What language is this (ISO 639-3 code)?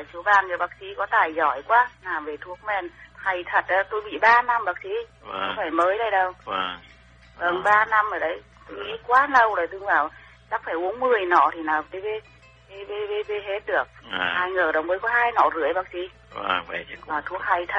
vie